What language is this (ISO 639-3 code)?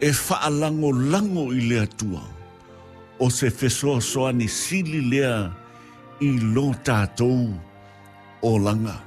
smo